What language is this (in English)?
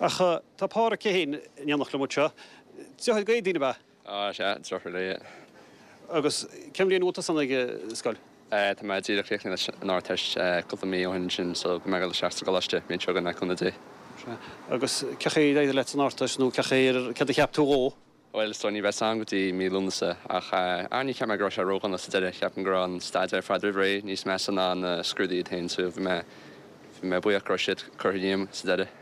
Irish